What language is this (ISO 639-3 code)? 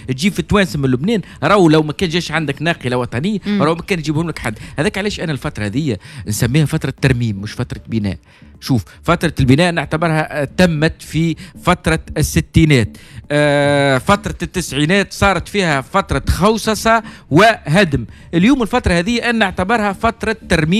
aeb